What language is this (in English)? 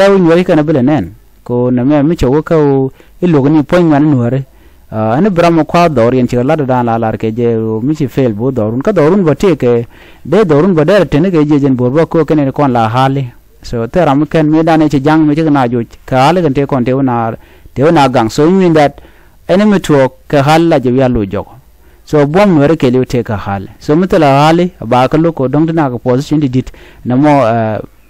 Nuer